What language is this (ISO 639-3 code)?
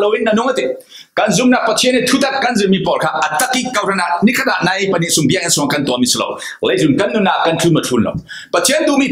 cfm